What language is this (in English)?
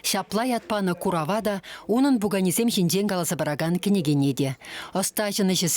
Chuvash